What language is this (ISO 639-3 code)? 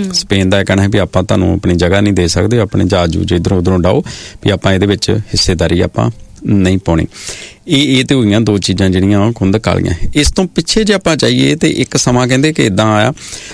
pan